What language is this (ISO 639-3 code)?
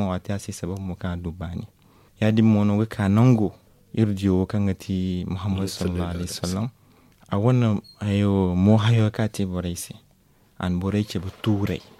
dje